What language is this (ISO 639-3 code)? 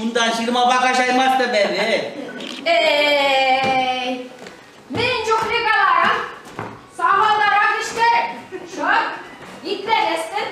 chv